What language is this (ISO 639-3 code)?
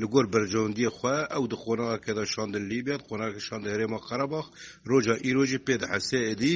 kur